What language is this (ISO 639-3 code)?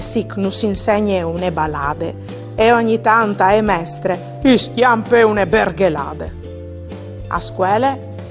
fur